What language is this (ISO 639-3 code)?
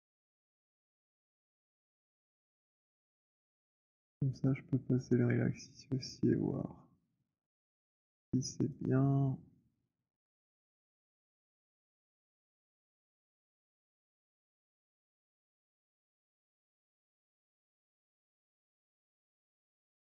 fra